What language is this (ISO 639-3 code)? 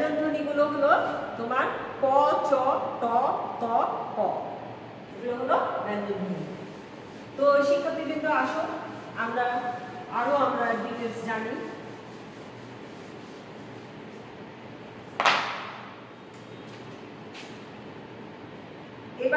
ben